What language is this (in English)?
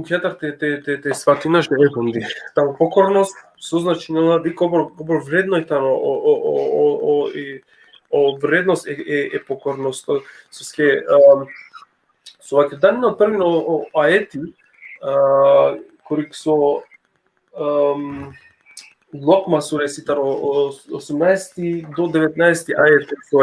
Balkan Romani